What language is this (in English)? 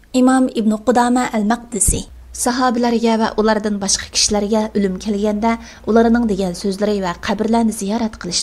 Uyghur